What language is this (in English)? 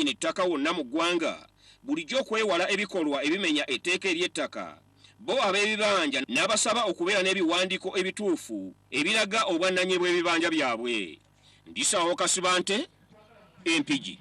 Ganda